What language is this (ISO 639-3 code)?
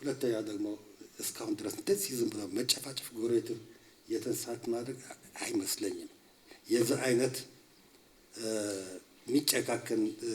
amh